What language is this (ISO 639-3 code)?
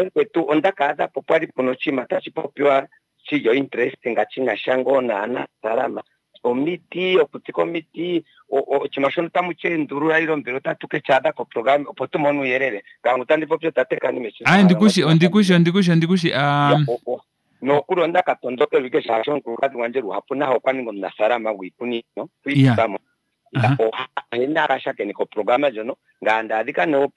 kua